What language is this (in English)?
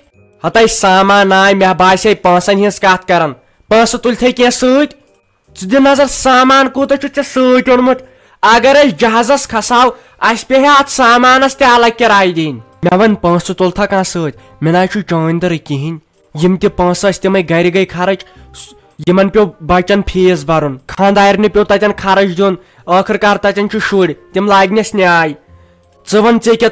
Kashmiri